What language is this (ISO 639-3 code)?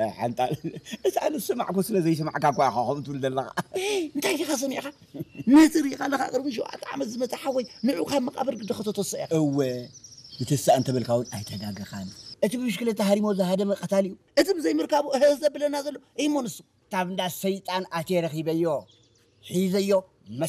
tir